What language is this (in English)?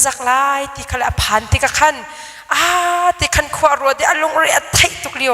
Hakha Chin